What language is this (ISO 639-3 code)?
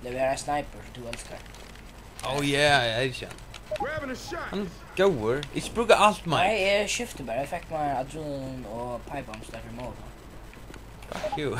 fao